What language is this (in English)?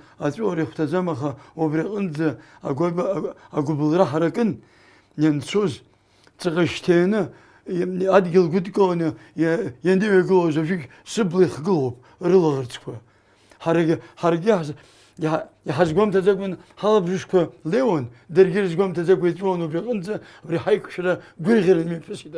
Abkhazian